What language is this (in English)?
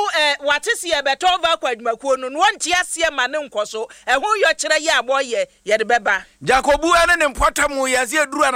Akan